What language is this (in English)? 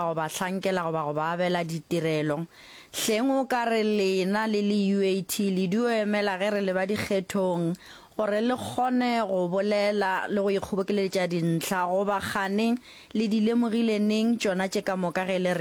Northern Sotho